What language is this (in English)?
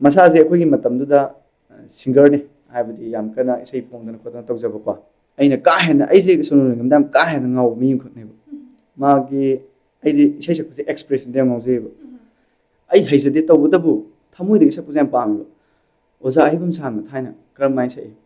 Manipuri